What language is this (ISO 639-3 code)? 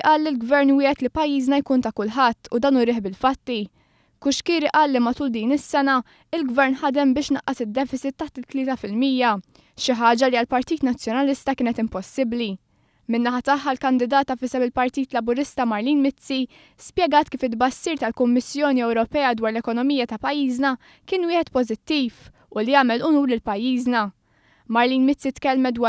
mlt